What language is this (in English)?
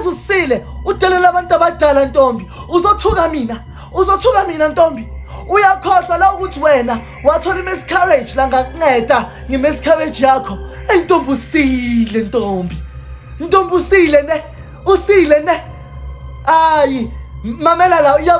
Zulu